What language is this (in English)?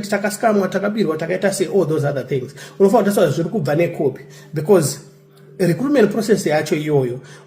Shona